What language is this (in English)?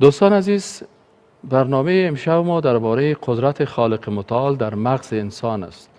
Persian